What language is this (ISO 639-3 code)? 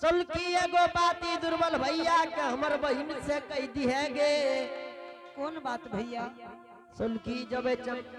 anp